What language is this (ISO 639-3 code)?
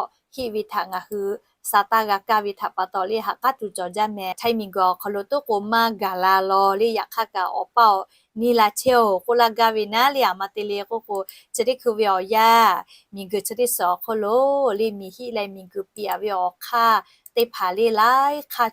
lhu